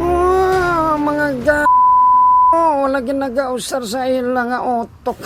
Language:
Hiligaynon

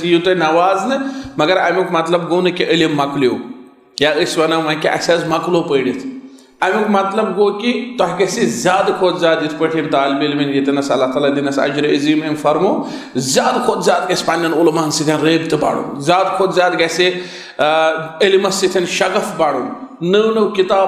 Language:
Kashmiri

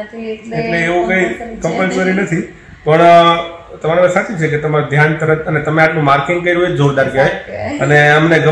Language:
Gujarati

